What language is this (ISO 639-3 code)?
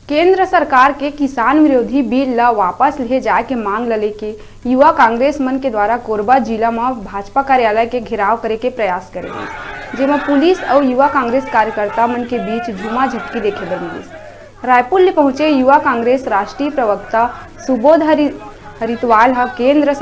hne